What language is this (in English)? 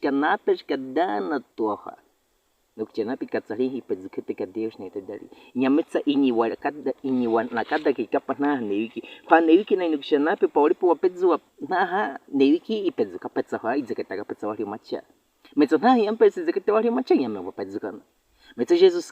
Baniwa